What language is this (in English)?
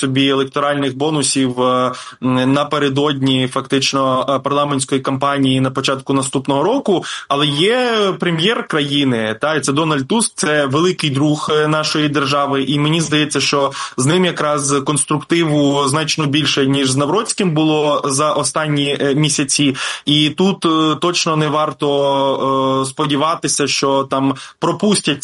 Ukrainian